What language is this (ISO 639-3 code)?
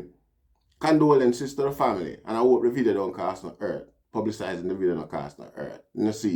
jam